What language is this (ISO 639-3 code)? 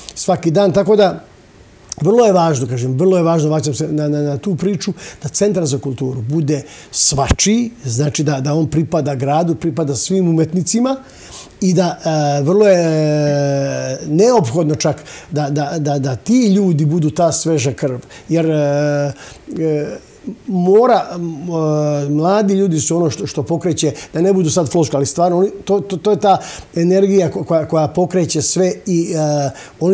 srp